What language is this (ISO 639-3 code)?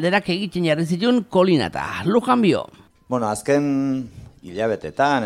eus